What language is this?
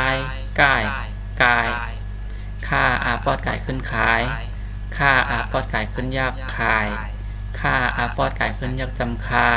Shan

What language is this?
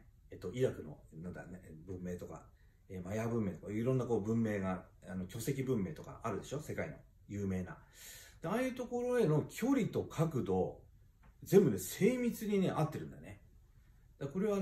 Japanese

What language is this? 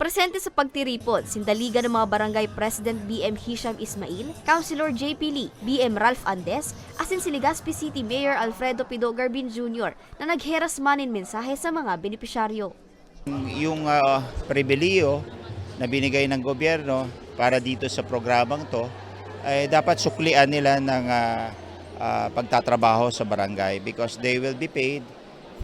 Bikol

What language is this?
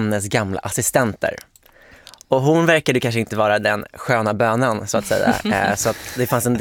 Swedish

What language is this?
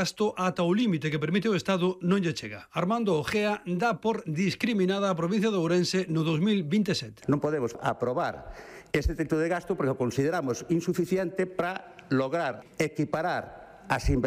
Galician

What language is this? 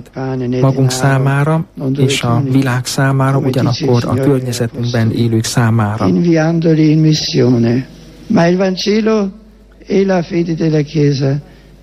Hungarian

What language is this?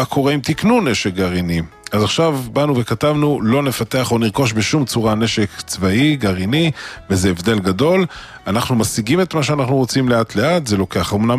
Hebrew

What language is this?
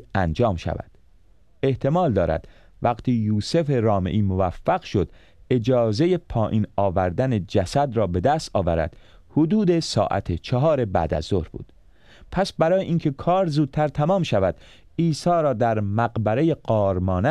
Persian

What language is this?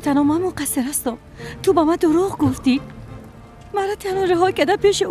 Persian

